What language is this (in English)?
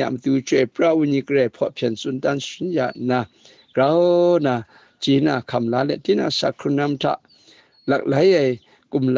Kachin